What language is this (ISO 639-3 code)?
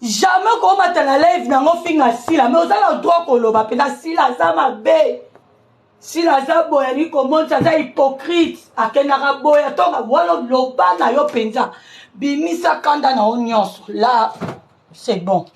lin